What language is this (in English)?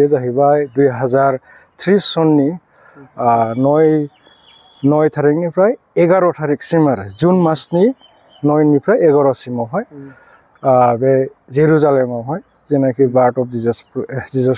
Bodo